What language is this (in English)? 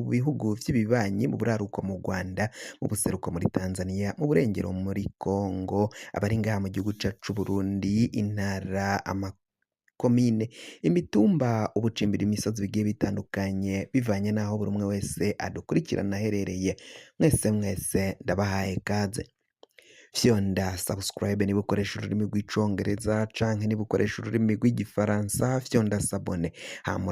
Rundi